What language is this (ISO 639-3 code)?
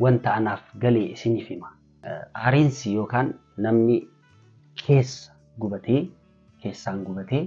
orm